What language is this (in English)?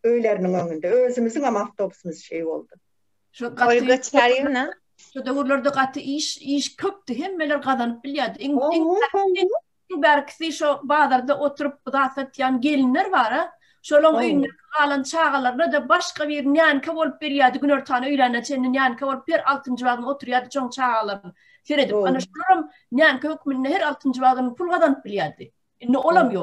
Turkmen